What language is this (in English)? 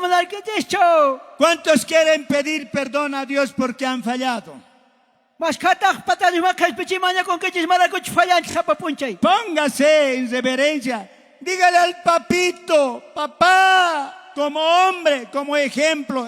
South Bolivian Quechua